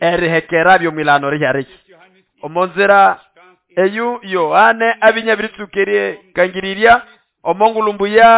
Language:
Nande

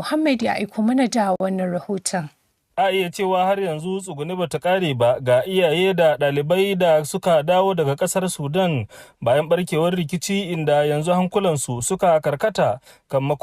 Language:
Hausa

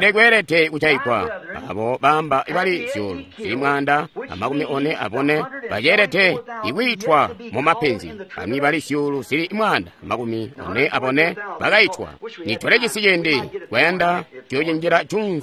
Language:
Tonga (Zambia)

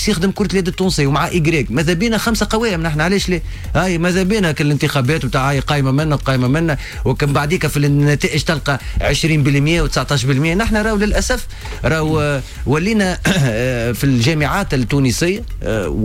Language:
Tunisian Arabic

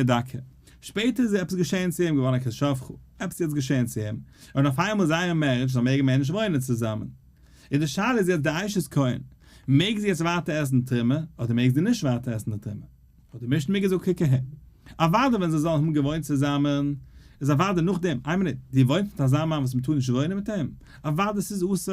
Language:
Yiddish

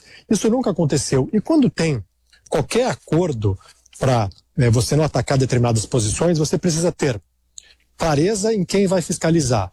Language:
Portuguese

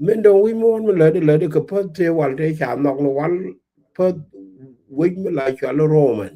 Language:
Nuer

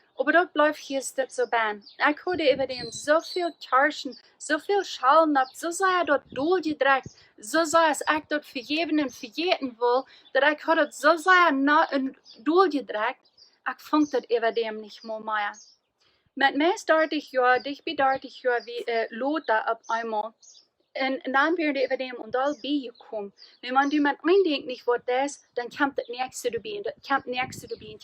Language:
Plautdietsch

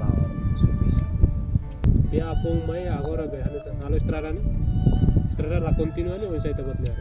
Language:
Tetum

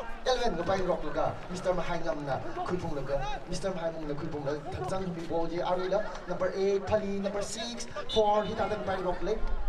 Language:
Tangkhul Naga (India)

